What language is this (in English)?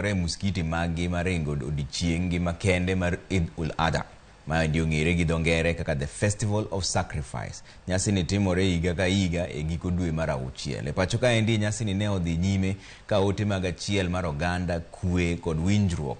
Luo (Kenya and Tanzania)